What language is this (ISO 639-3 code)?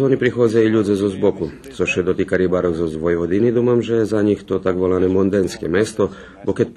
rue